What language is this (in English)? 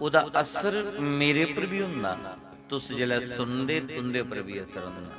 Dogri